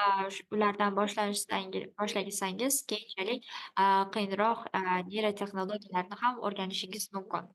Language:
Uzbek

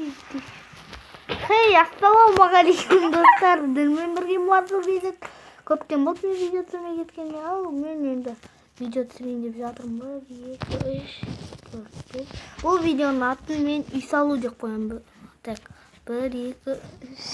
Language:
Kazakh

